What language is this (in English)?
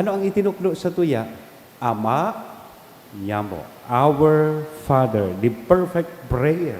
Bikol